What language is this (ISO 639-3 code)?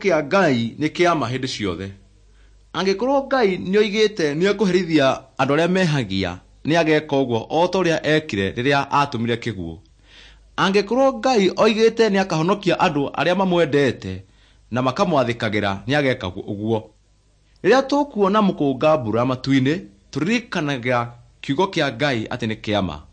kik